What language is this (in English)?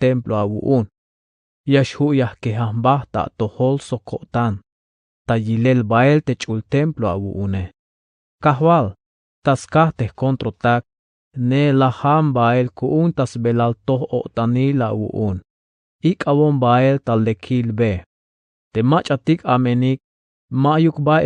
Tzeltal